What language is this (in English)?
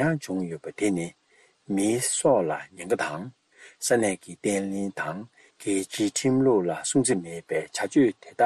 Tibetan